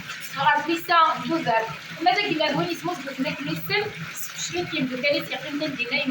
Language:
Kabyle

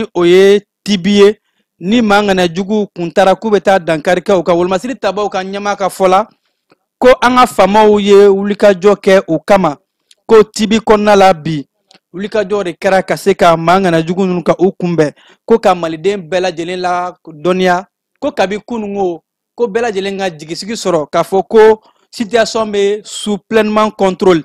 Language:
Bambara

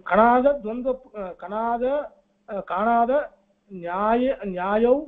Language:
Sanskrit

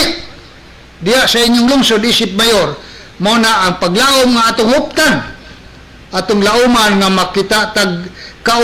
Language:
Cebuano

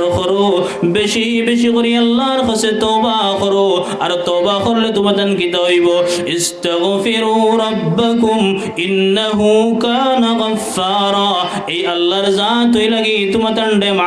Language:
Sylheti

